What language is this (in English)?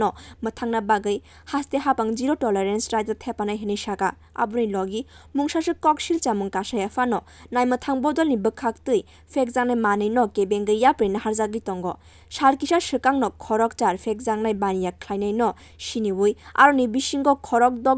Kok Borok